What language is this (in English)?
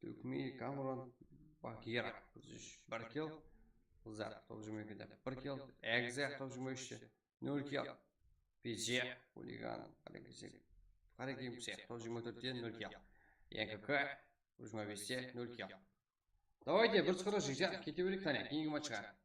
Kara-Kalpak